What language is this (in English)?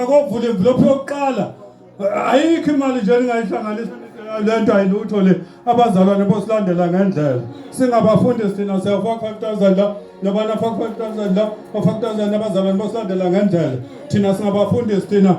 Zulu